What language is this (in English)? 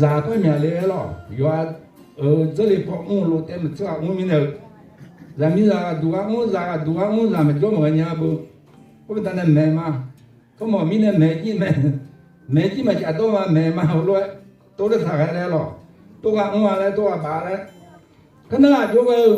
Akha